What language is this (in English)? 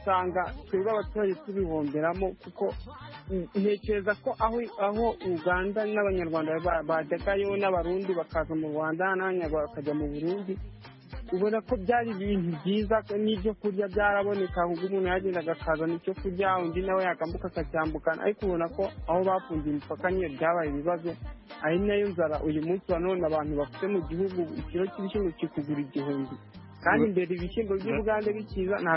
Kinyarwanda